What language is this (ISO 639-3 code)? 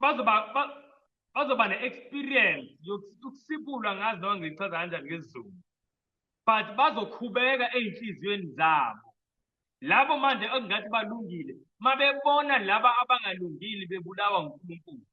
zul